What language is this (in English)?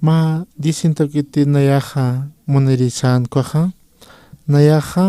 Aymara